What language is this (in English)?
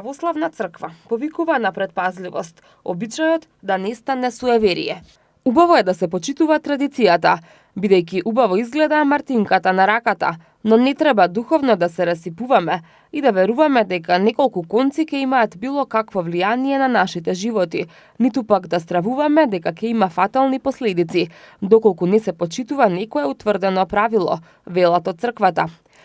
Macedonian